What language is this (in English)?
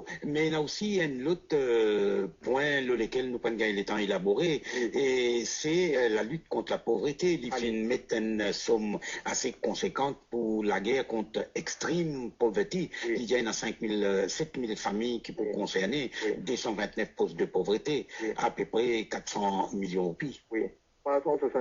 Morisyen